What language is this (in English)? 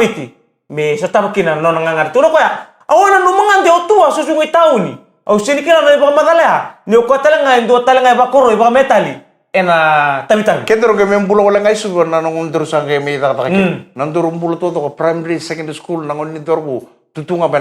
Fijian